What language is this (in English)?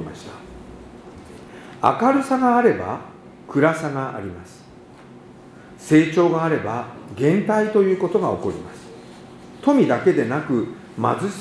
Japanese